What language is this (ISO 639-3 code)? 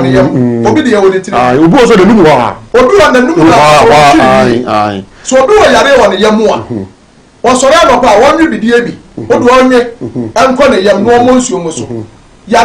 aka